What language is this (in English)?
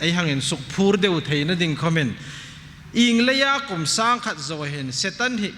Hmar